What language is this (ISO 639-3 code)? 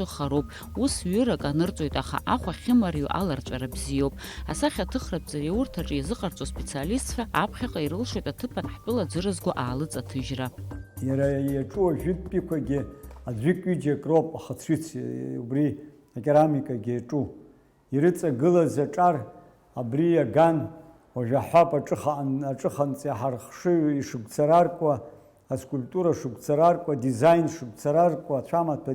abk